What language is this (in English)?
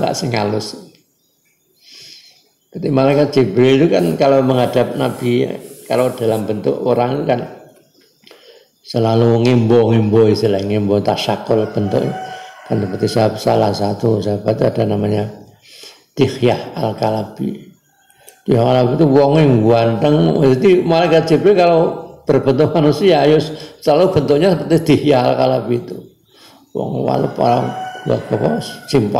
Indonesian